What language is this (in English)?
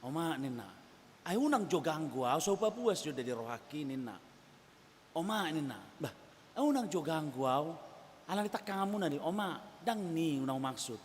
Batak Toba